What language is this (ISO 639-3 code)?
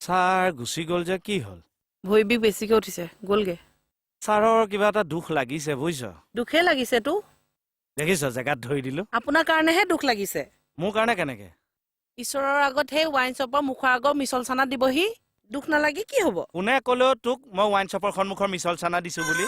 asm